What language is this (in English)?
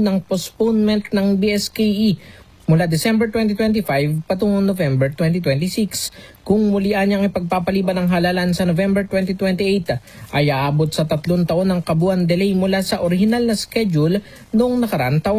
Filipino